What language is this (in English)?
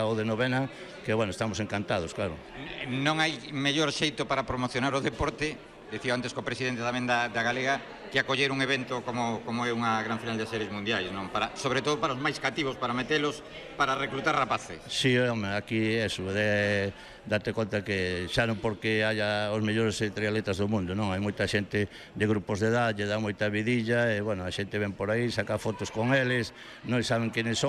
Galician